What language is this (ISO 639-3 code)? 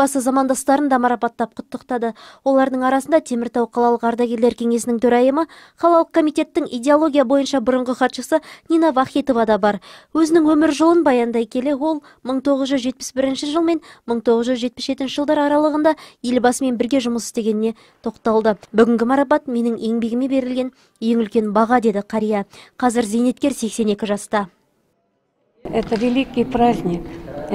kaz